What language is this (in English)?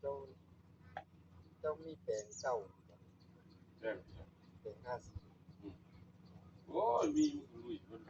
Northeastern Thai